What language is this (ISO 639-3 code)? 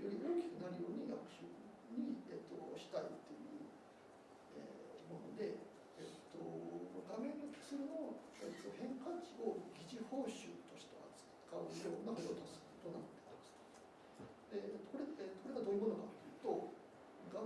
jpn